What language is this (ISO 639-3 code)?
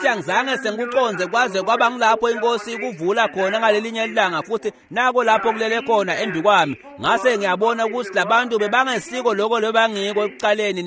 ssw